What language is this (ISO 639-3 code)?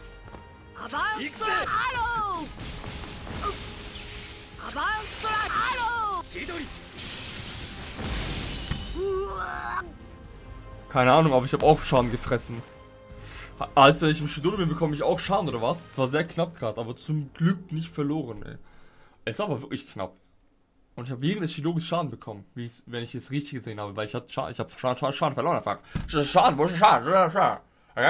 deu